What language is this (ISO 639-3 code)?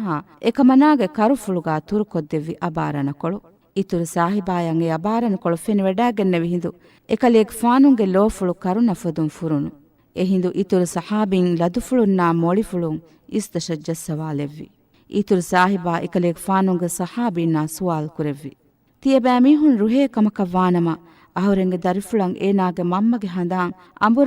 div